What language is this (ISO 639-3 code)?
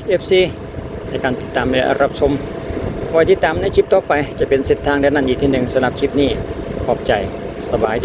lao